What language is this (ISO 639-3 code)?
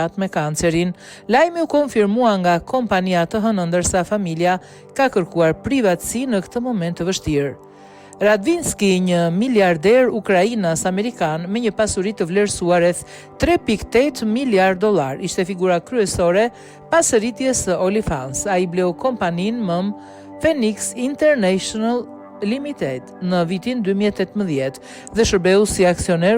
sqi